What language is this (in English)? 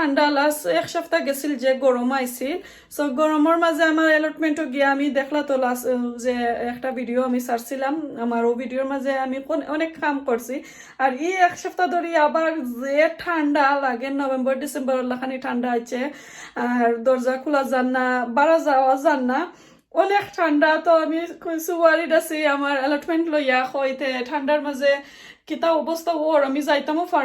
Sylheti